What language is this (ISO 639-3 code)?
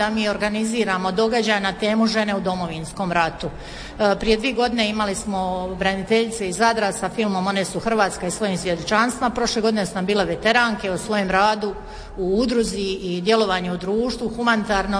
hrv